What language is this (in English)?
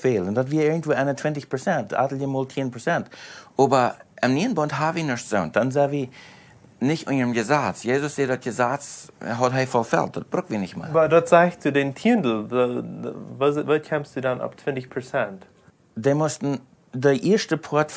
Plautdietsch